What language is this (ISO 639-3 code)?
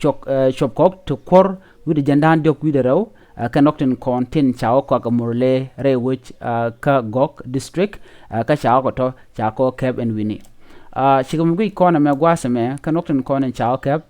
nus